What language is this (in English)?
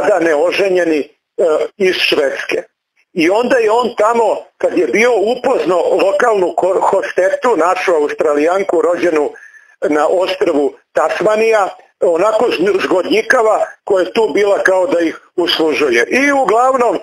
Serbian